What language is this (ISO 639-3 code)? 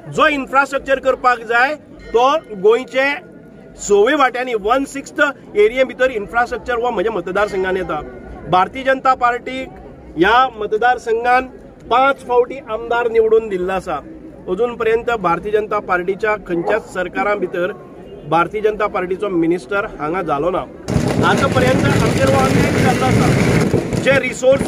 kok